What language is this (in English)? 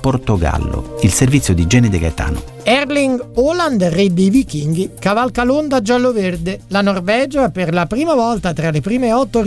Italian